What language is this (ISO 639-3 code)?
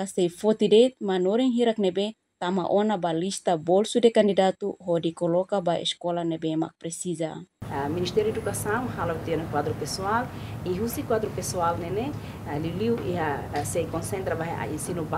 tet